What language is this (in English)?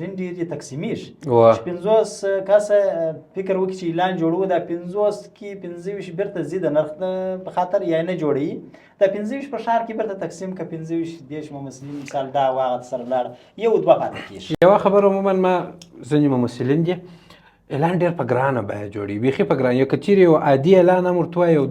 Pashto